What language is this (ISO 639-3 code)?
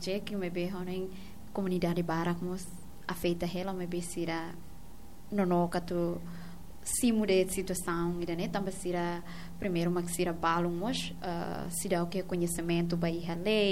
tet